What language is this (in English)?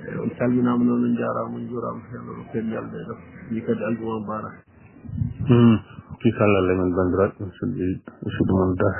Fula